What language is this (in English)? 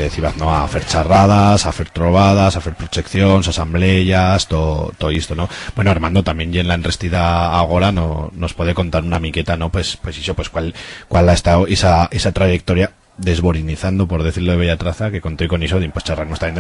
Aragonese